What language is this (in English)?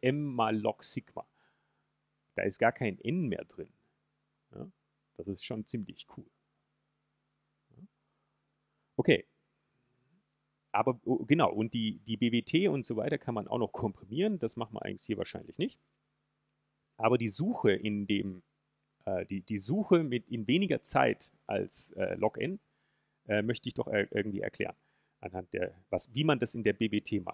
German